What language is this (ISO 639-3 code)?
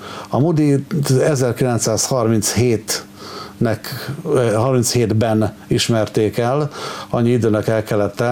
hun